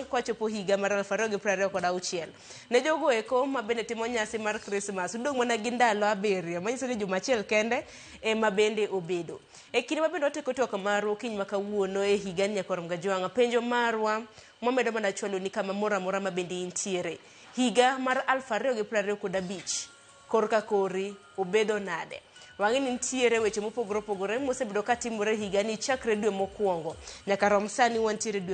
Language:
Luo (Kenya and Tanzania)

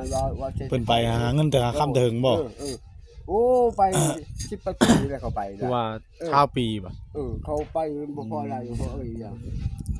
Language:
Northeastern Thai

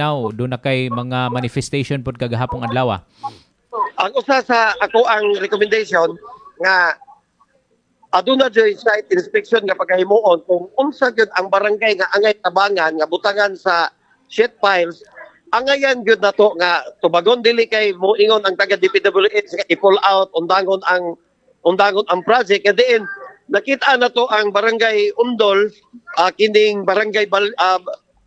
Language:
Cebuano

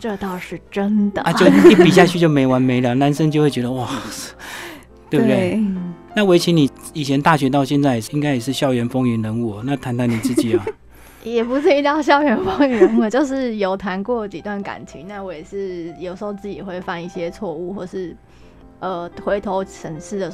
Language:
Chinese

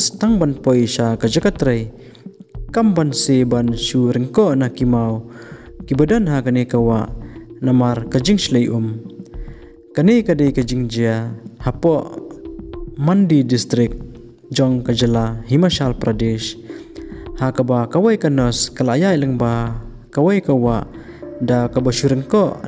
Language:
Khasi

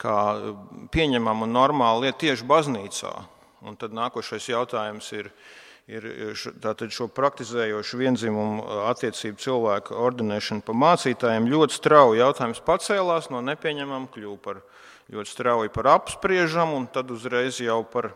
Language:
Latvian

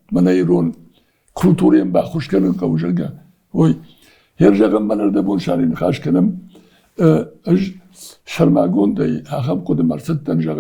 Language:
Ossetic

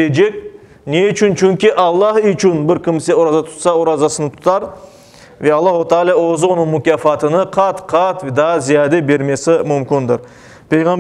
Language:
Crimean Tatar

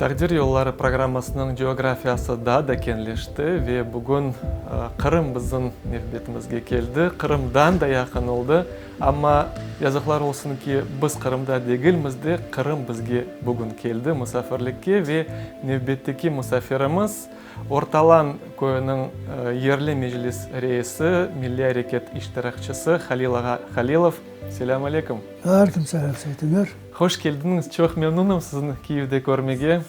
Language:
Crimean Tatar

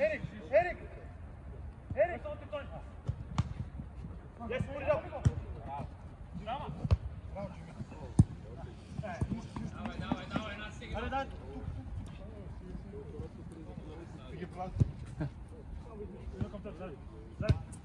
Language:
Bulgarian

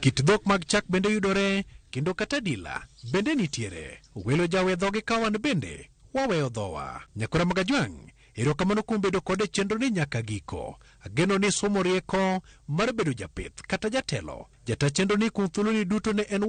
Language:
Luo (Kenya and Tanzania)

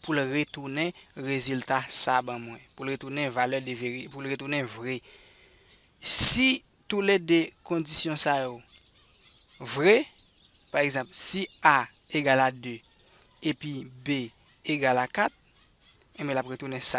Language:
Haitian Creole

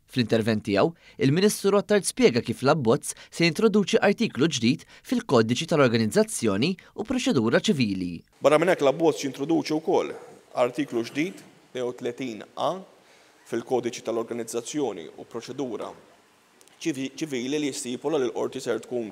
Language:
Maltese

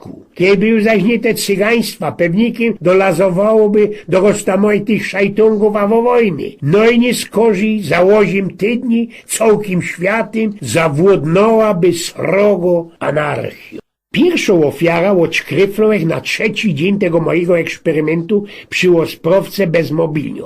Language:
Silesian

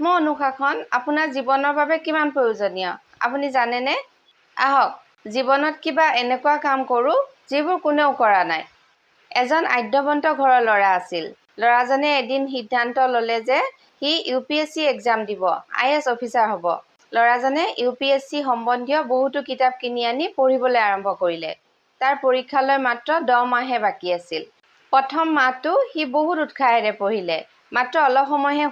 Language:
Assamese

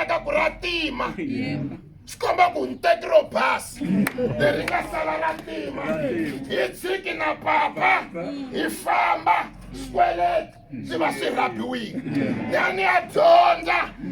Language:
Tsonga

